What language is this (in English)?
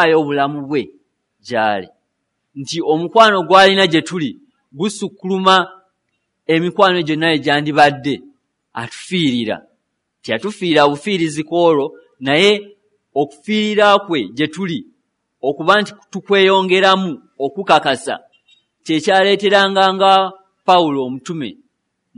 Ganda